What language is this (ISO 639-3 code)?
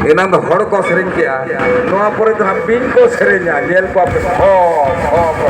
sat